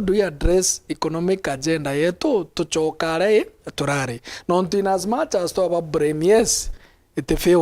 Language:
Meru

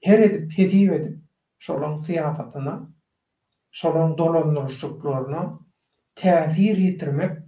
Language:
Turkmen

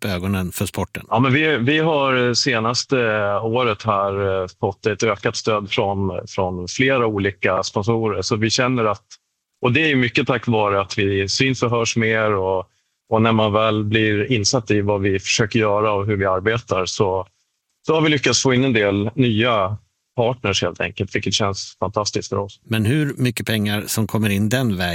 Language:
Swedish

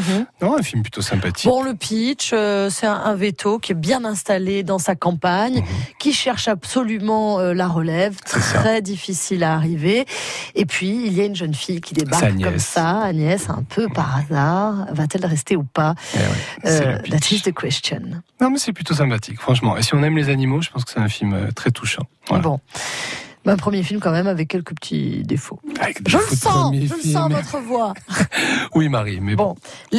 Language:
French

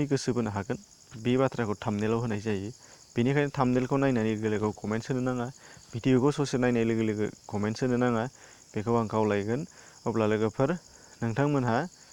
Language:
Bodo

